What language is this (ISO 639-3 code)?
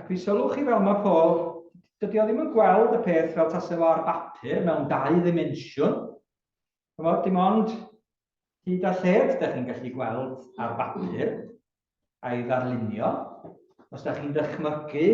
cym